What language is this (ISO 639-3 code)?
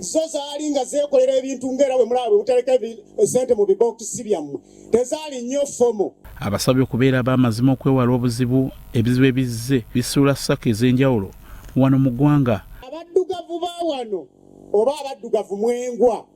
lug